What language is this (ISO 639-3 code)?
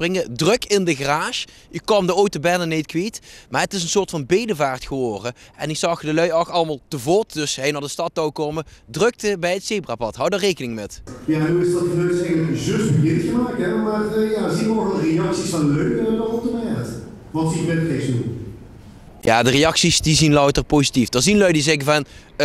lim